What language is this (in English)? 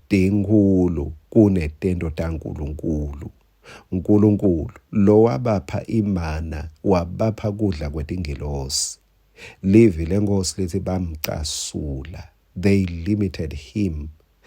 Swati